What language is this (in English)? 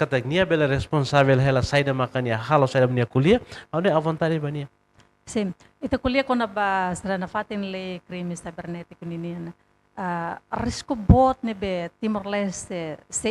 Tetum